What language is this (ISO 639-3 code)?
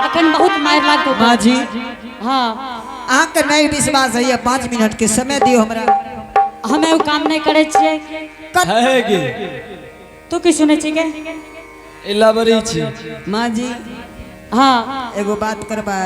anp